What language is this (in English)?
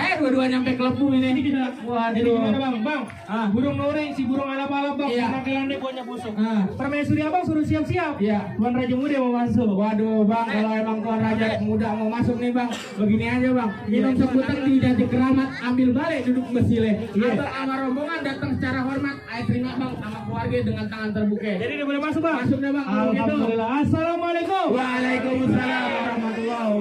Betawi